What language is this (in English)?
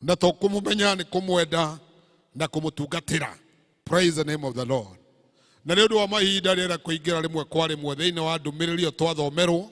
Kikuyu